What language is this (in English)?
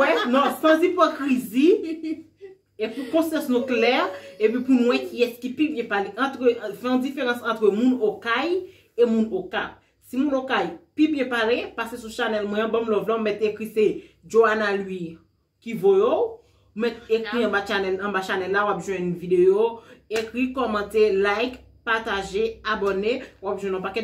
Haitian Creole